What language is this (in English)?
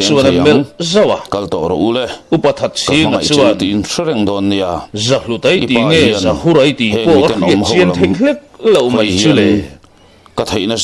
Mizo